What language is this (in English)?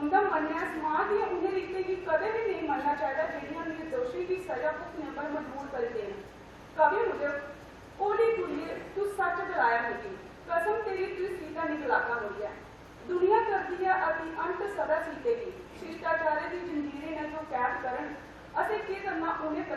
Dogri